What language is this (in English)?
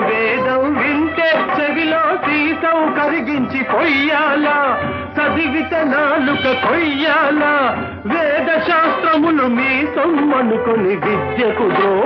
Telugu